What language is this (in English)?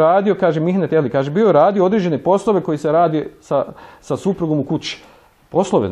Bosnian